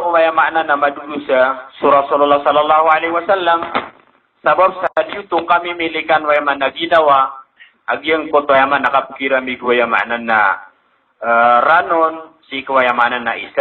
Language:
Maranao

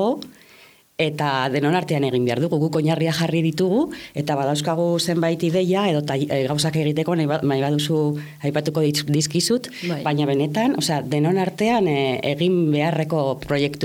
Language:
Basque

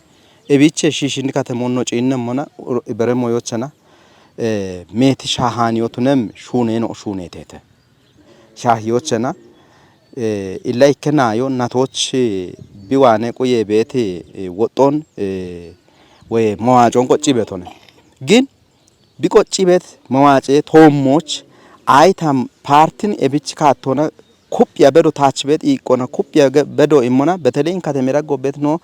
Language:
Kafa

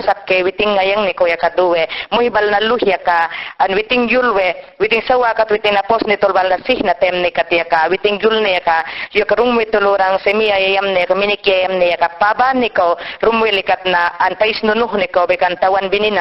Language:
Mayangna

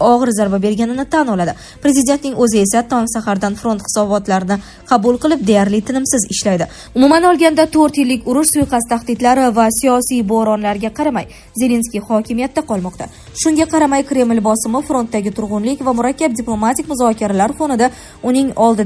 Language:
Uzbek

